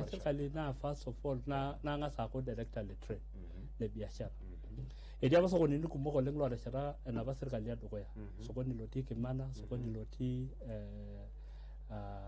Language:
Masai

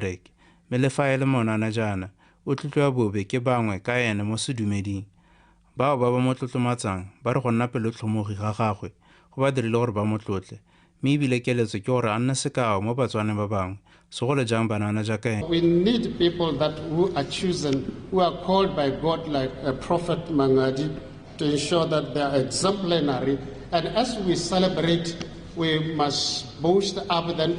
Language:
Tswana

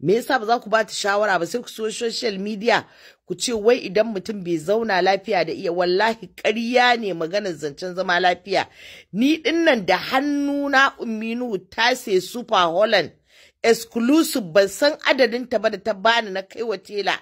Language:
Hausa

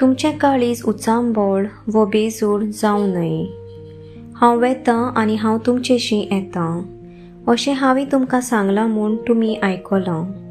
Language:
Konkani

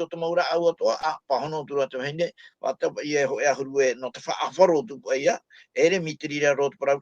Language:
Tahitian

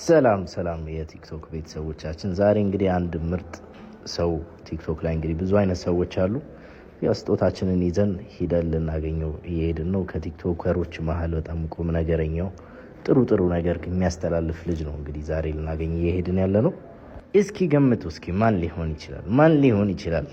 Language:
Amharic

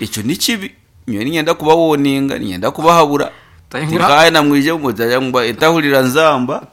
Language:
Nyankole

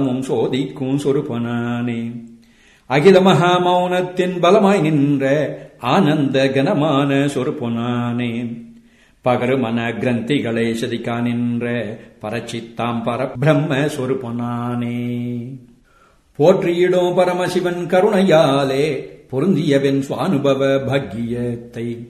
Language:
Tamil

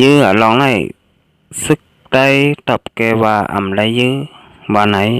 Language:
Shan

